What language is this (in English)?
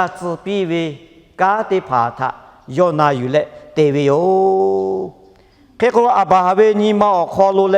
Lahu